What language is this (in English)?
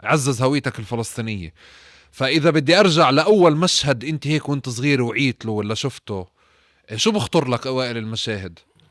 North Levantine Arabic